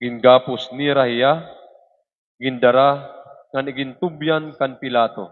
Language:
Waray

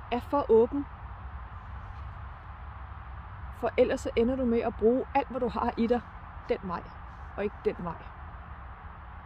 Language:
Danish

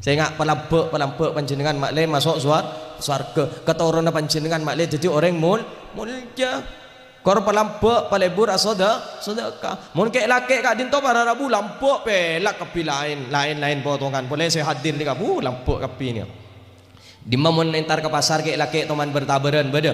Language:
Madurese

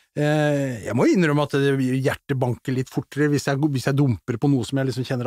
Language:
Norwegian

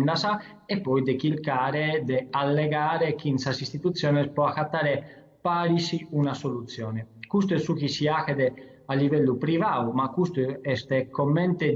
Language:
Sardinian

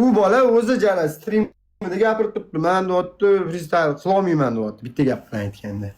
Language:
Uzbek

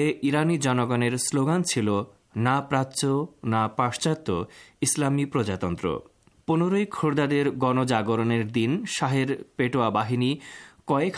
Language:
Bangla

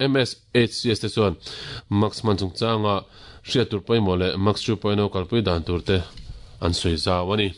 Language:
Mizo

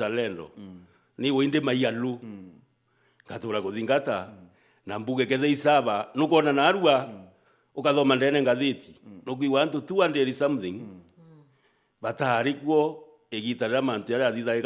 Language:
Meru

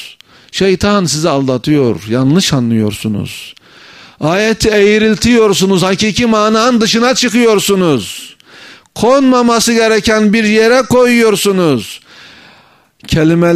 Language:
Turkish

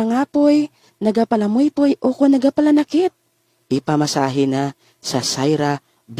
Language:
Hiligaynon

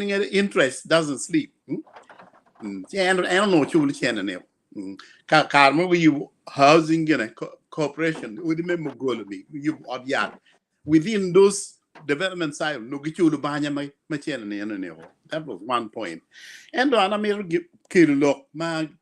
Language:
Acoli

